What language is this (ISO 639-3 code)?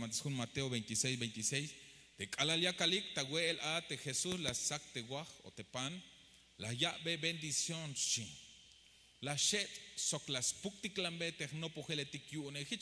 tzh